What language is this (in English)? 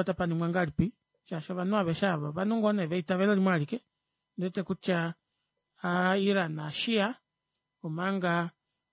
Kuanyama